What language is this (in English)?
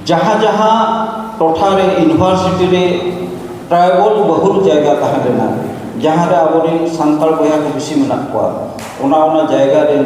Santali